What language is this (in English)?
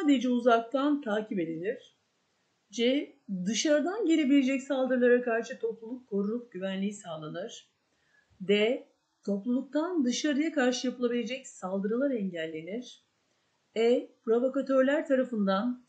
Turkish